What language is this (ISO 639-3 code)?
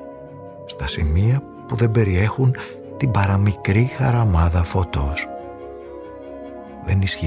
ell